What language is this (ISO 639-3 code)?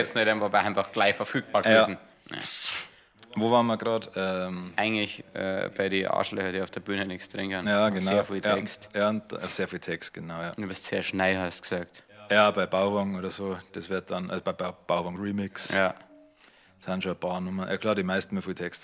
bar